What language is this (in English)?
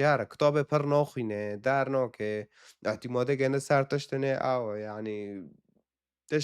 Kurdish